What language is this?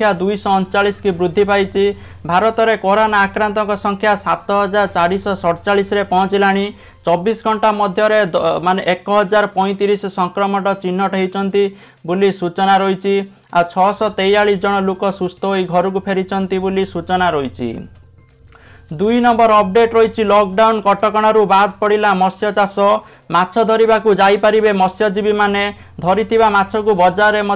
Odia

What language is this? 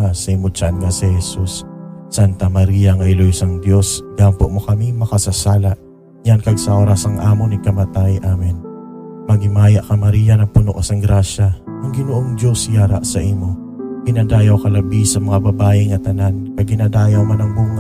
Hiligaynon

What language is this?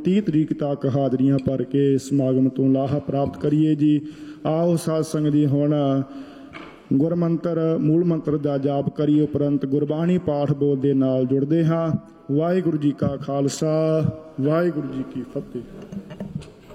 Punjabi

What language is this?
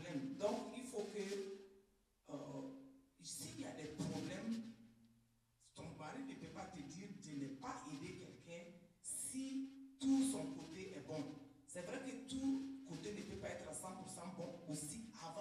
French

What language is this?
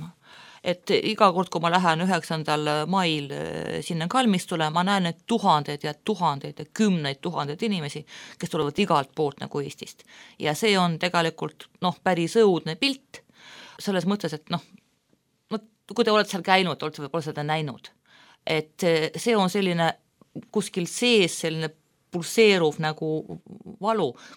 Estonian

